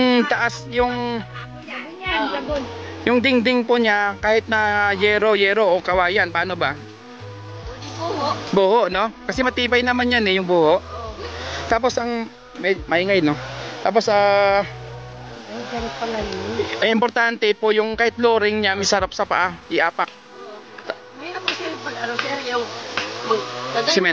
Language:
Filipino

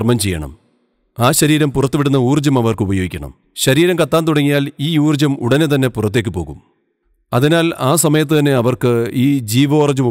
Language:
Malayalam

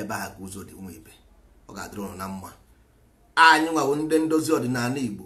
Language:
Igbo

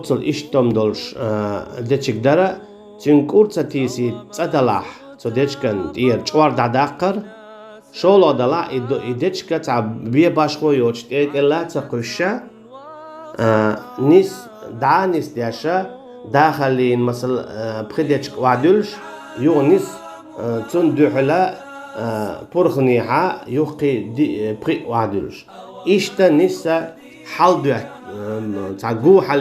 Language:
Chechen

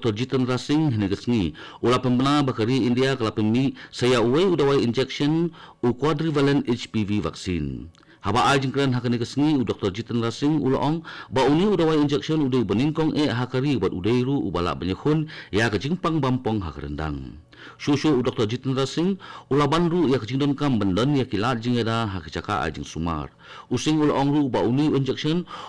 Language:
Khasi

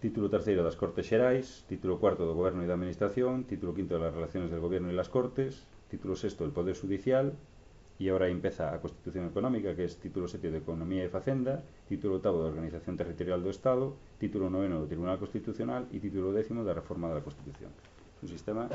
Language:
Galician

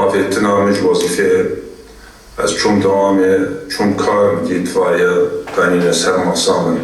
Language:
Kurdish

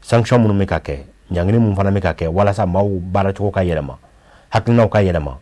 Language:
Bambara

